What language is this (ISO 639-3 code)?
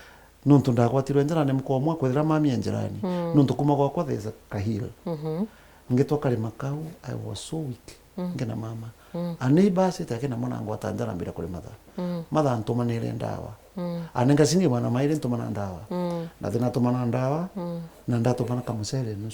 mer